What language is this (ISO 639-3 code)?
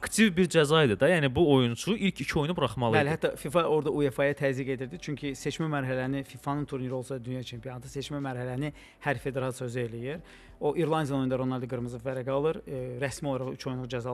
aze